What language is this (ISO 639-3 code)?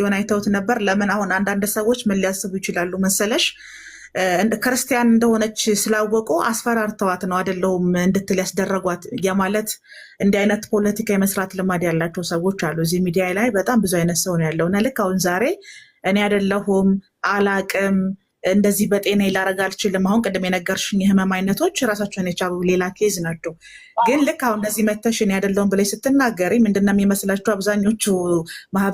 amh